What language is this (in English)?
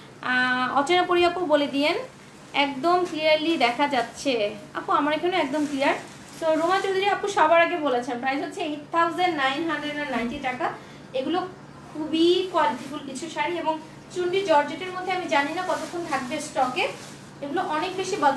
Bangla